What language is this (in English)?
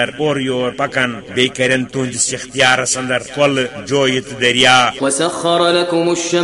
Kashmiri